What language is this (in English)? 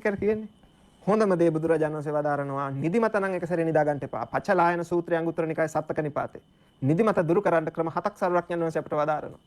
Sinhala